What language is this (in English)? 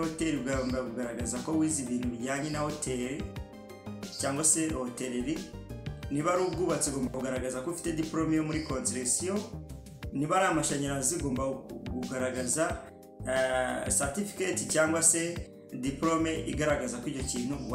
Kinyarwanda